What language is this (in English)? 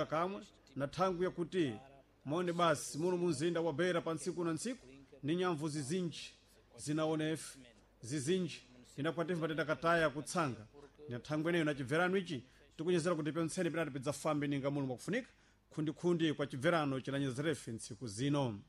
Sena